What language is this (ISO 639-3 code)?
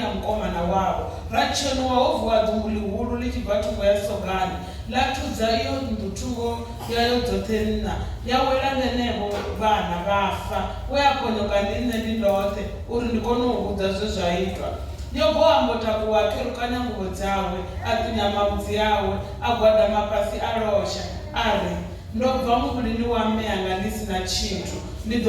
ven